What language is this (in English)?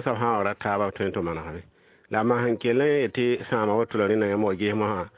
Mossi